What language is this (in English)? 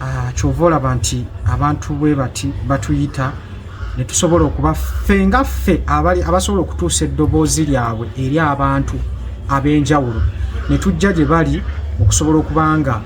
Ganda